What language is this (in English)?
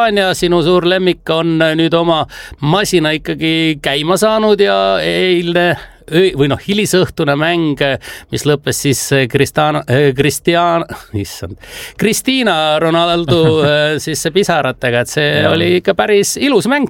Estonian